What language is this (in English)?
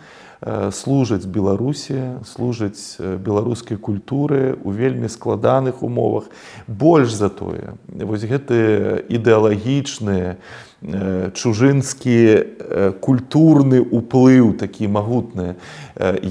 Belarusian